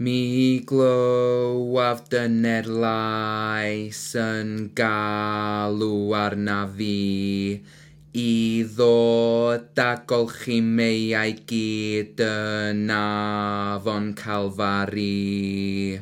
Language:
Welsh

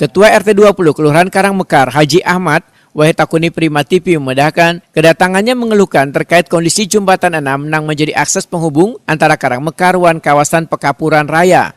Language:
Banjar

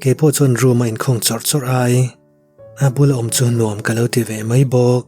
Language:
Mizo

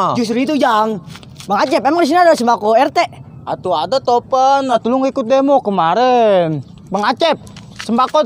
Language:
Betawi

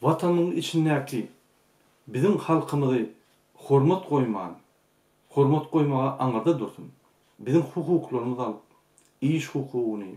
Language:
Turkmen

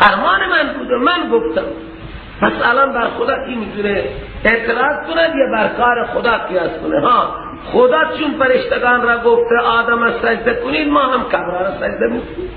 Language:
Persian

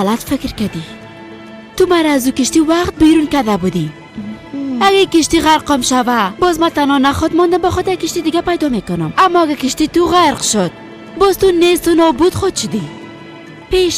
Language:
Persian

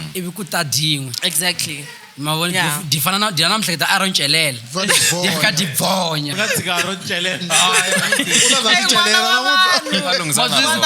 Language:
Tsonga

